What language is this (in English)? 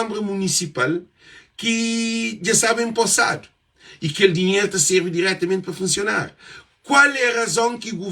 Kabuverdianu